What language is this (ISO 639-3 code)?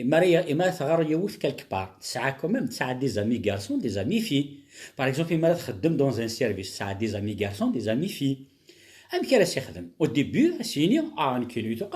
kab